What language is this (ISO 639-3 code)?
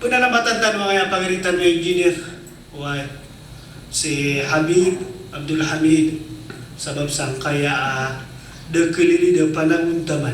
mrw